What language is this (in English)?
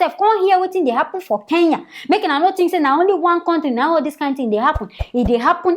Nigerian Pidgin